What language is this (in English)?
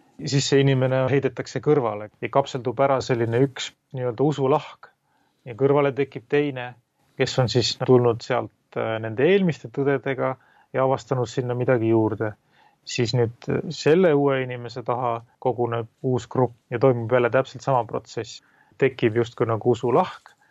Estonian